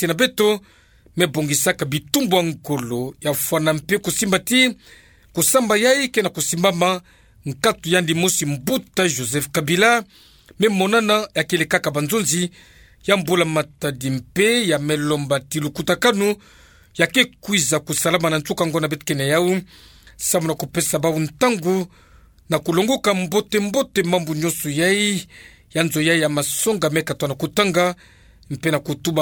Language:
Kituba (Democratic Republic of Congo)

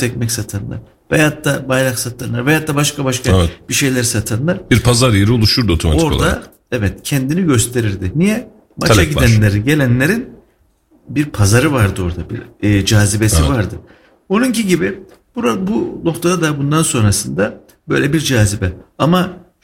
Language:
Turkish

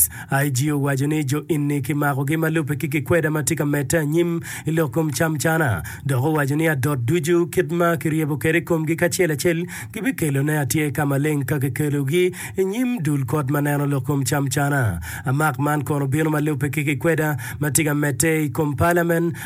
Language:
Acoli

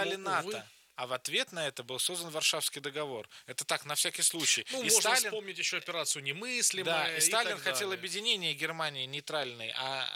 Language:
Russian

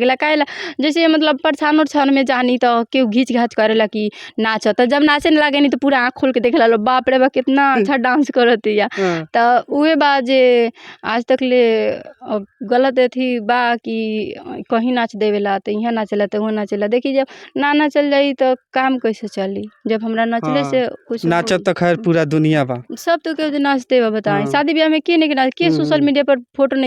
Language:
Bhojpuri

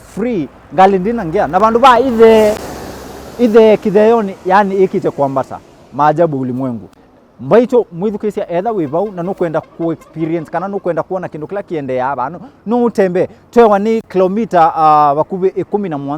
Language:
Kamba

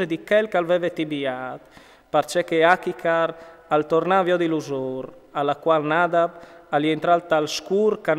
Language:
Friulian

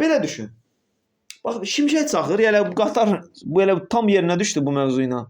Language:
Azerbaijani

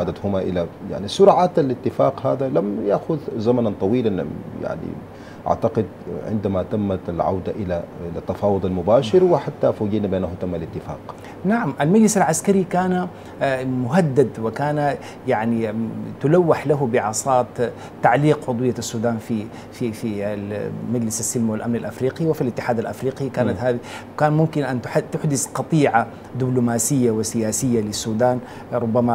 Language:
Arabic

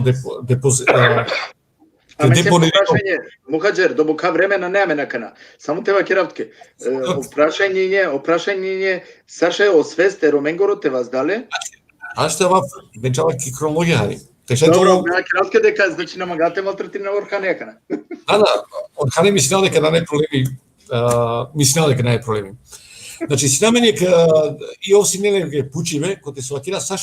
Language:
Balkan Romani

